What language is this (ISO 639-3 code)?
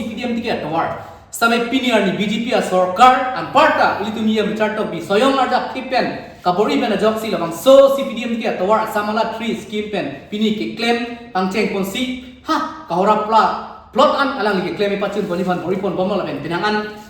mjw